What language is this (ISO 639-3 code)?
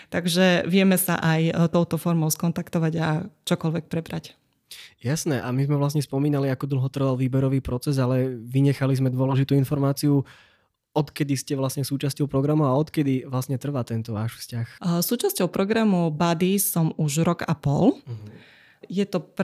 slk